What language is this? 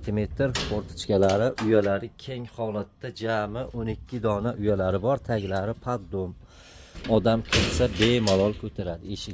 Uzbek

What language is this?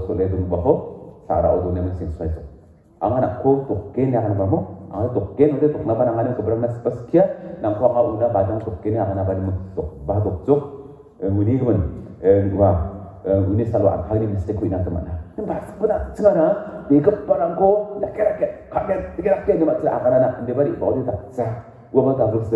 Garo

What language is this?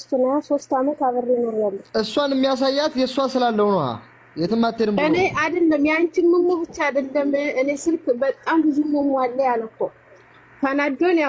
Amharic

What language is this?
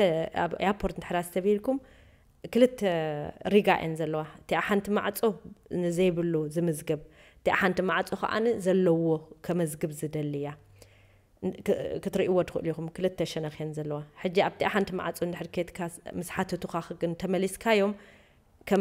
Tigrinya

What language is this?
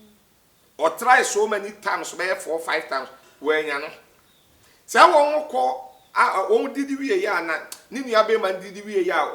Akan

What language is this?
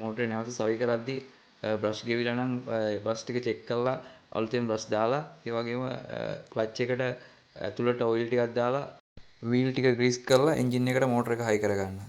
Sinhala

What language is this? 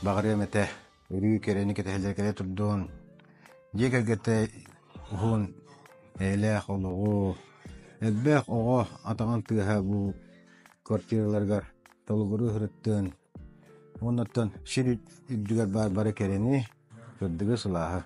Yakut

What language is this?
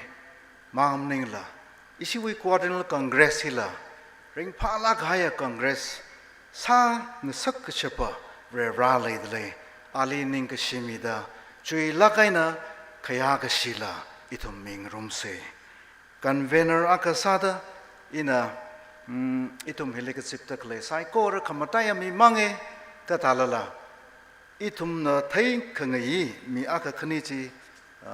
Tangkhul Naga (India)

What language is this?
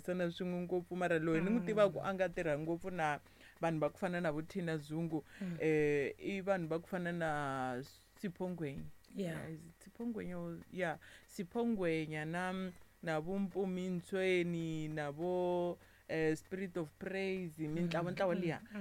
Tsonga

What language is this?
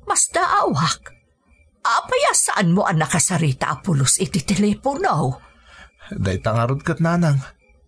Iloko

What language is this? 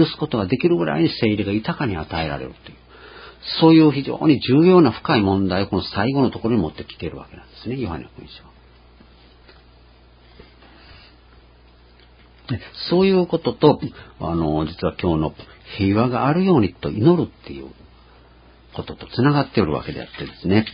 Japanese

